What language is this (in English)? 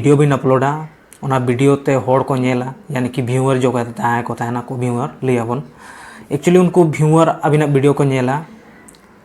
Santali